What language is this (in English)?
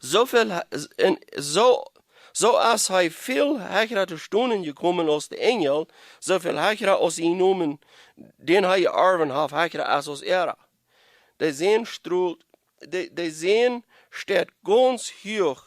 Plautdietsch